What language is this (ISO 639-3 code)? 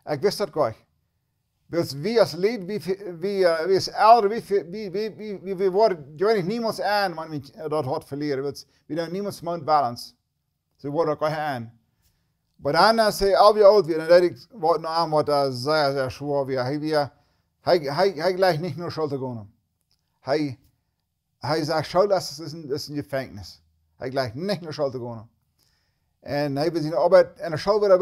pdt